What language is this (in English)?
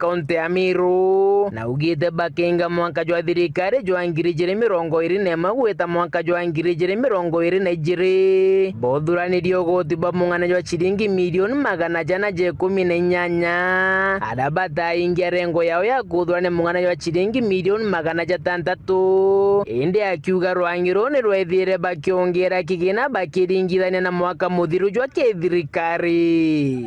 Meru